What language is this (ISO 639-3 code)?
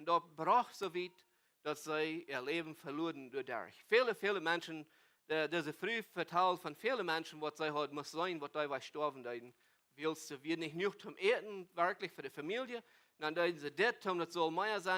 pdt